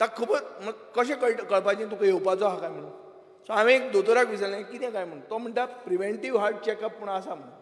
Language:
Konkani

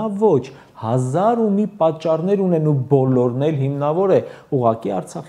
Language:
Armenian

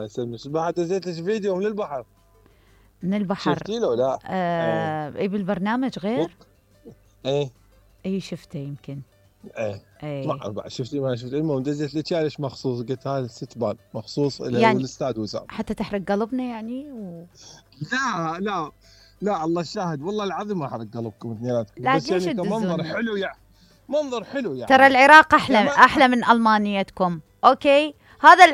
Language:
Mesopotamian Arabic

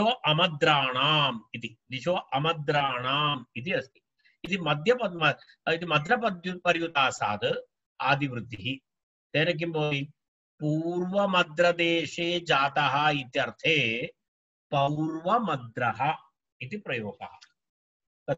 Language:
Sanskrit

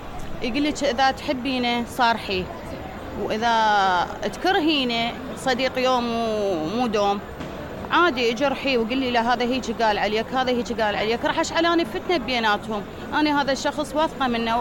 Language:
Mesopotamian Arabic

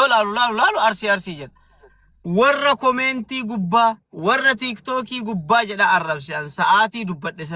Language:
Oromo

